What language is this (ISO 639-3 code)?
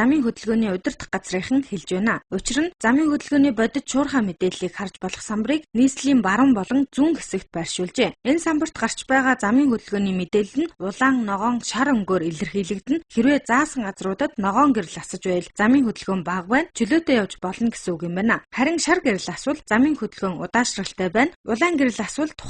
mon